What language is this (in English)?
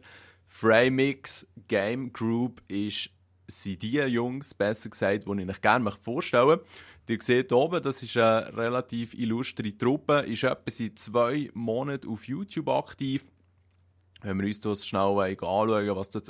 Swiss German